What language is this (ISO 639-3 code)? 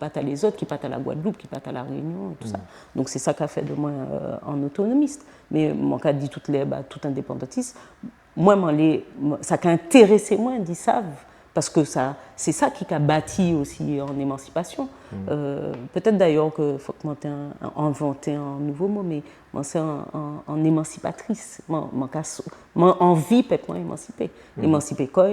gcf